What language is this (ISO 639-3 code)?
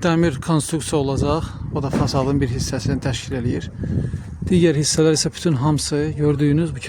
aze